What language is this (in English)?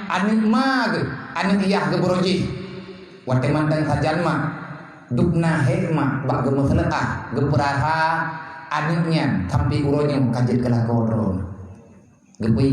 Achinese